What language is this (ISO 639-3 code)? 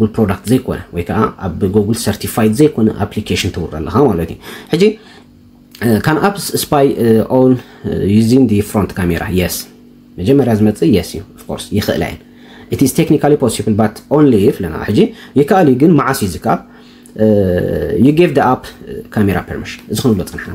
tir